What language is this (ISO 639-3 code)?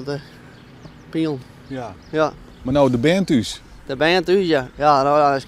fry